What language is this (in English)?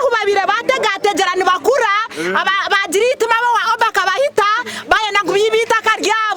Nyankole